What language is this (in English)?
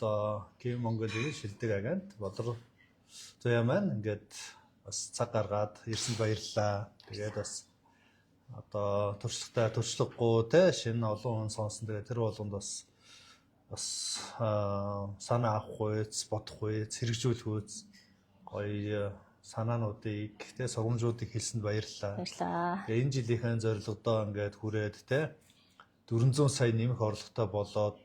Mongolian